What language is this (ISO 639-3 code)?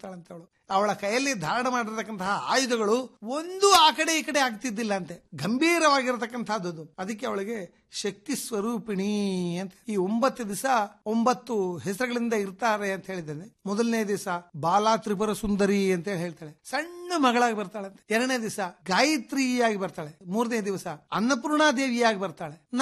kan